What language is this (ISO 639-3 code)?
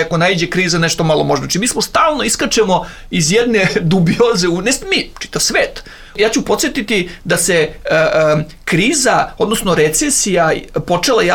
srp